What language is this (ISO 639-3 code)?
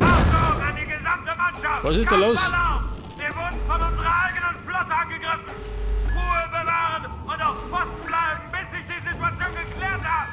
bar